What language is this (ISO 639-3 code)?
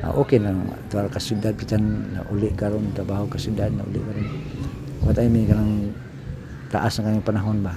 ceb